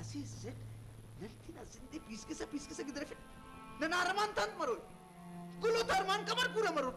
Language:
Brahui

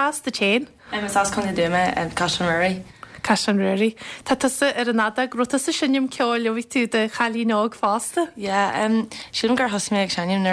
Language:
Irish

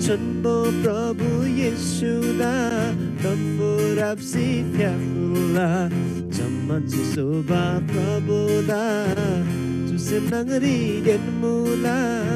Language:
Eastern Tamang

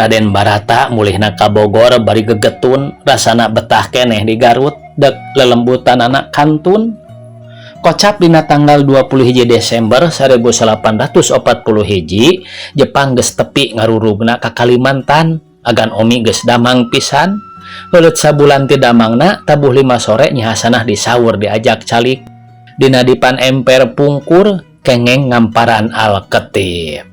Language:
Sundanese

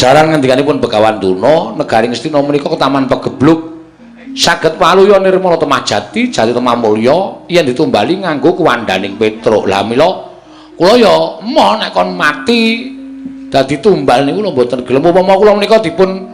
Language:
Javanese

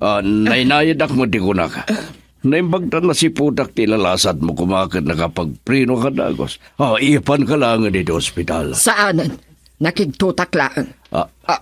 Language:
Iloko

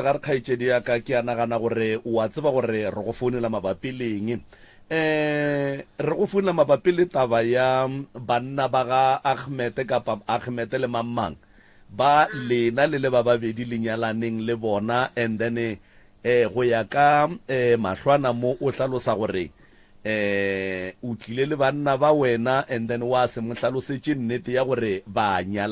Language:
Northern Sotho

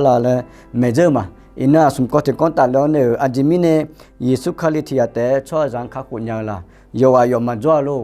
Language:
Akha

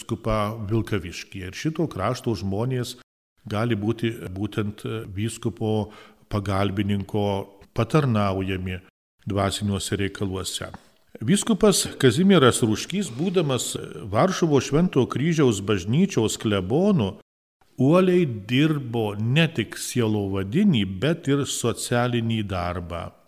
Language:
Lithuanian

